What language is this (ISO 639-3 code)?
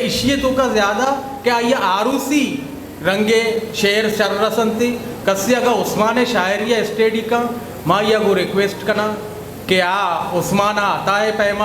bgp